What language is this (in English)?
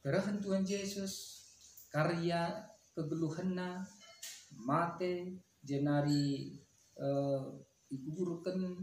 Batak Karo